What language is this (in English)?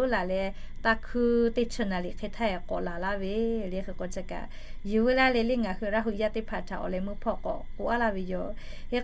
Lahu